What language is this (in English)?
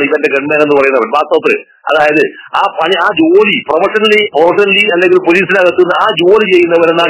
Malayalam